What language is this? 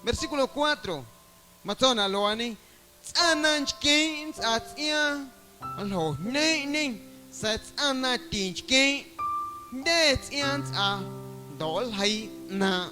Guerrero Amuzgo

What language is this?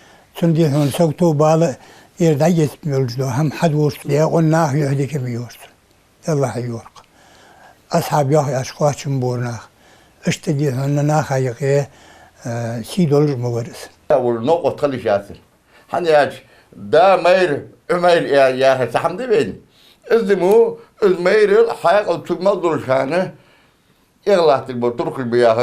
Ingush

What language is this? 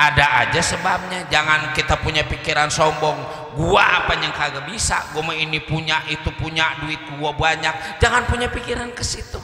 Betawi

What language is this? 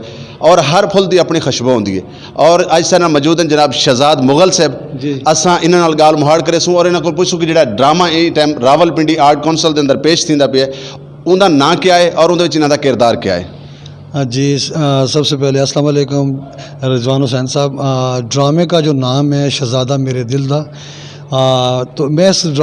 Saraiki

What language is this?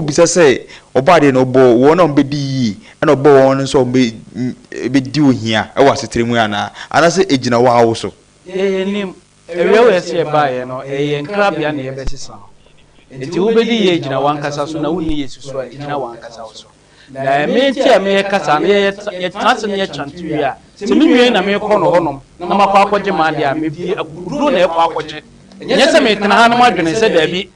Akan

